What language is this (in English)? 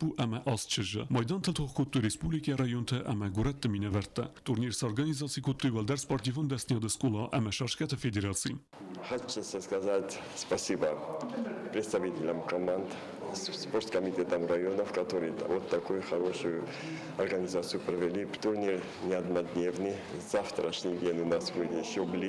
Ossetic